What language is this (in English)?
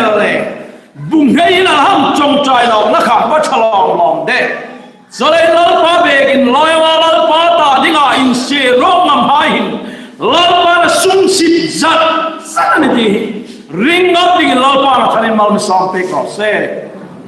Hmar